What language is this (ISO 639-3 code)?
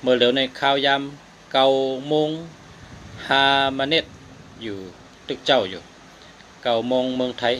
shn